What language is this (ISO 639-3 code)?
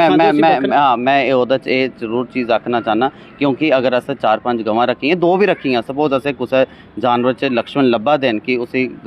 doi